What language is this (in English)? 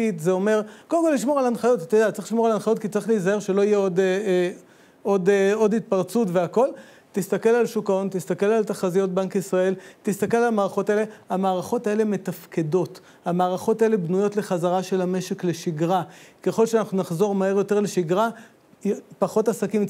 Hebrew